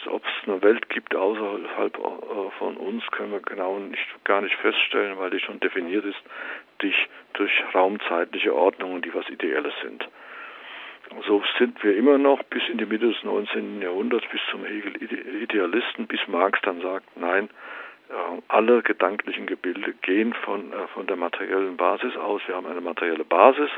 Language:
German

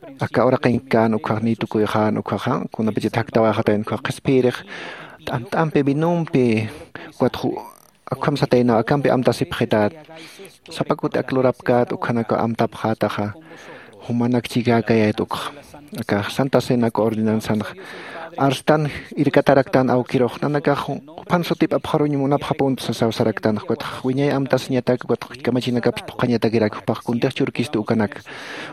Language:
Aymara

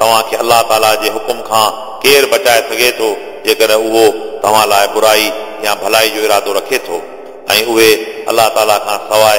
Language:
Sindhi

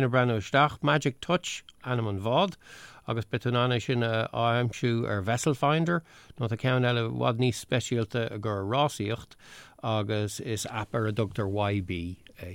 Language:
Irish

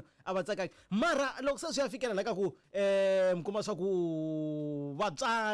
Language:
Tsonga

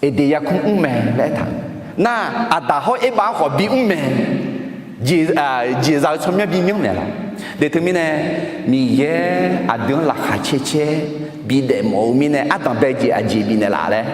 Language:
Akha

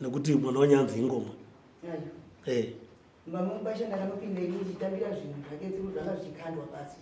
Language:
Shona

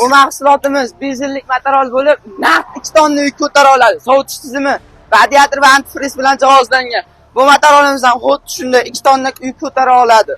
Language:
Uzbek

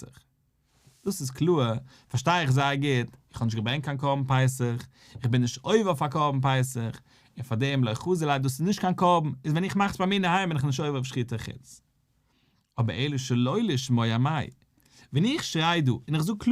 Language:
Yiddish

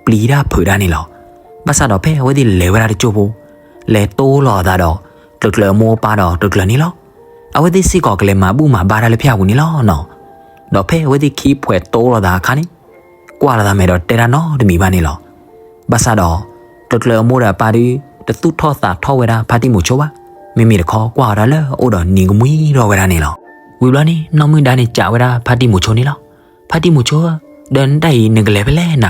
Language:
S'gaw Karen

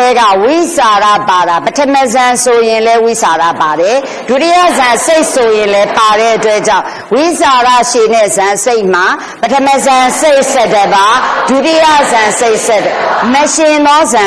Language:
Burmese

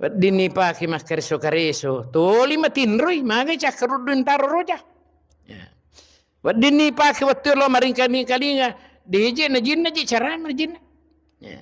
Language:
Buginese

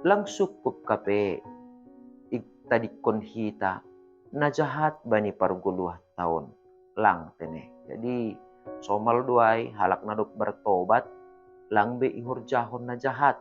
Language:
Batak Simalungun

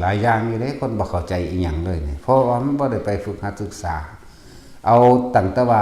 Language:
Northeastern Thai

